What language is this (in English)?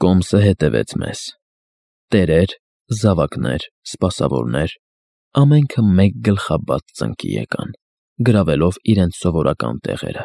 Armenian